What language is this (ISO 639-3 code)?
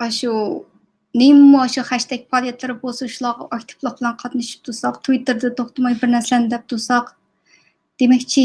uig